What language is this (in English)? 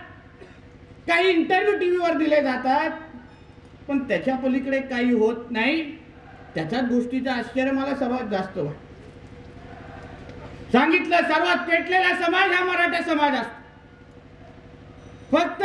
Marathi